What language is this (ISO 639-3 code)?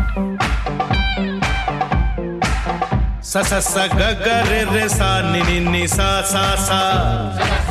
hin